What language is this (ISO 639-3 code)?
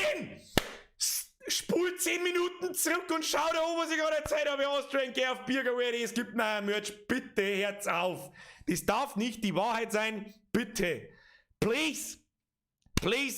bar